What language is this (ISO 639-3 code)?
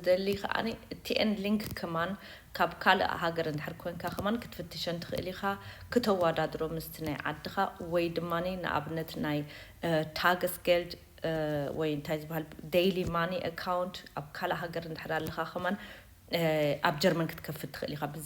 tir